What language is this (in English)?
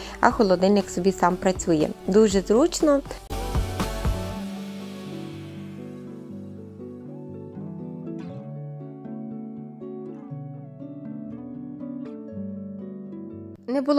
Ukrainian